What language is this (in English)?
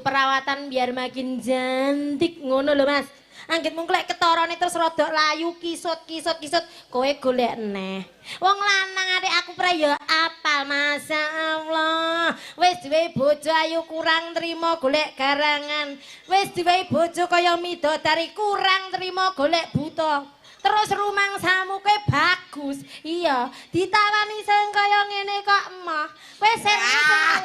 Javanese